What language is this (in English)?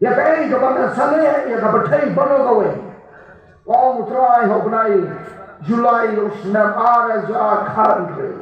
Khasi